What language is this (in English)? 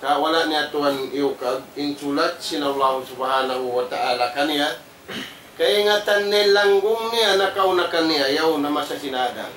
Tausug